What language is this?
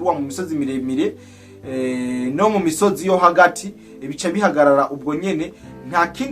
Rundi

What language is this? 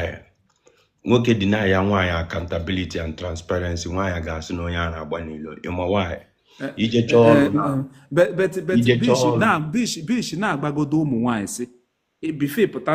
Igbo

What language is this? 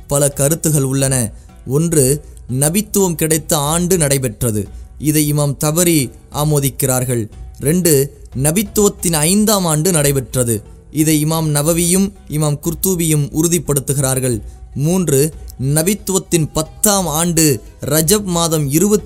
Tamil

